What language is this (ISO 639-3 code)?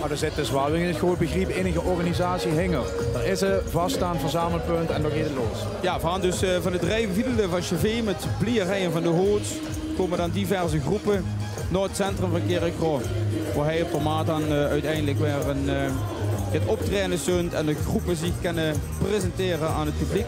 lim